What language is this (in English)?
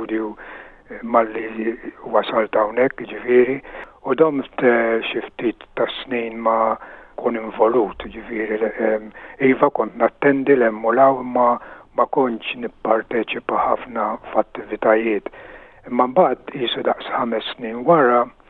Maltese